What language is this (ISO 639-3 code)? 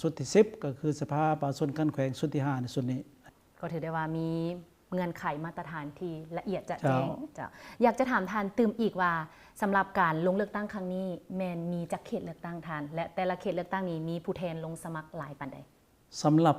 lao